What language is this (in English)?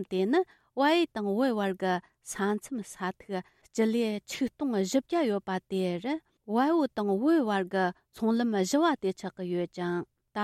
Tibetan